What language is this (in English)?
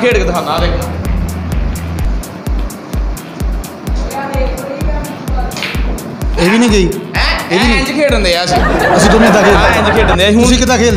Punjabi